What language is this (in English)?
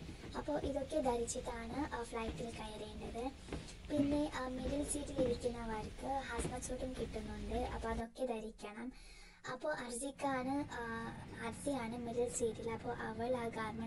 Malayalam